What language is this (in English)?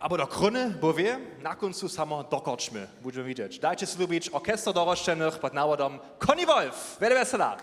Upper Sorbian